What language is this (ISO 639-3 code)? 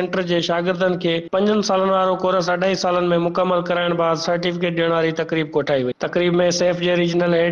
snd